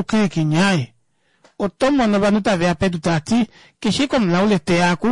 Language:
Kuanyama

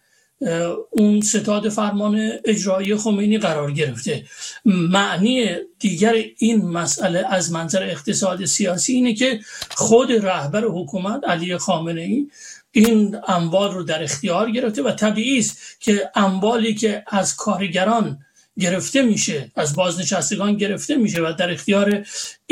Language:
Persian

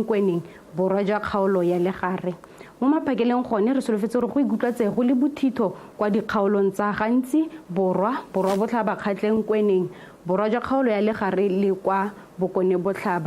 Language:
Tswana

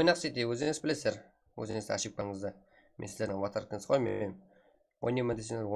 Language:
Kara-Kalpak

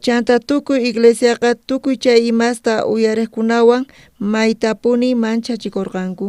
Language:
South Bolivian Quechua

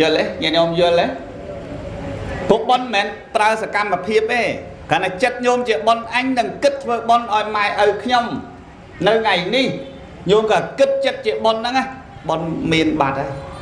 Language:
Khmer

